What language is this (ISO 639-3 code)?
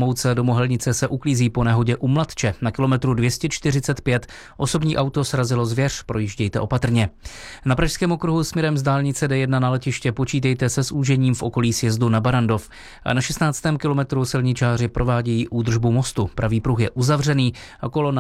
ces